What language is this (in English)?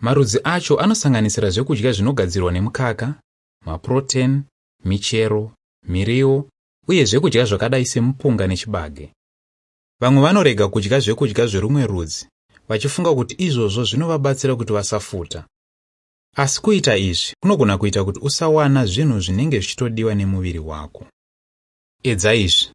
Shona